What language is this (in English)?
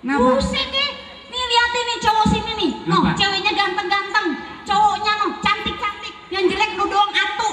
Betawi